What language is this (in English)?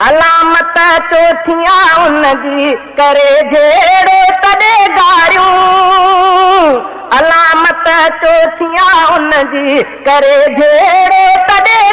Sindhi